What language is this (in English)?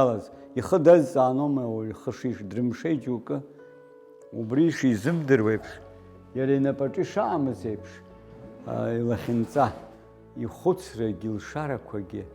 Abkhazian